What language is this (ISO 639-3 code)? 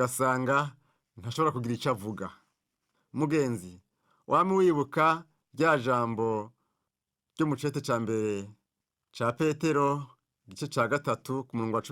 run